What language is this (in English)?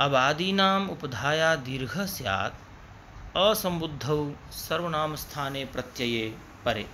Sanskrit